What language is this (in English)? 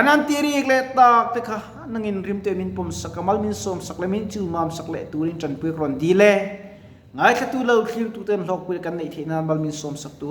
Mizo